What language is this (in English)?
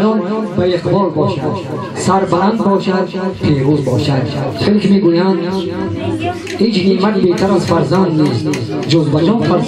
Persian